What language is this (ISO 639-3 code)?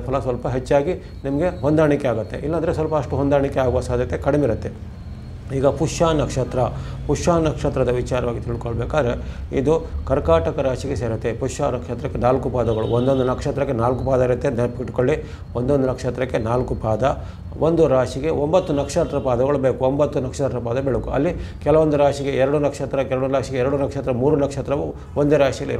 kan